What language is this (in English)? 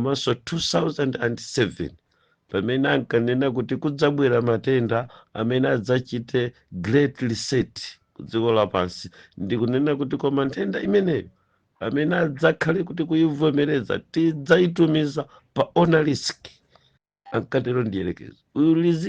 Nyanja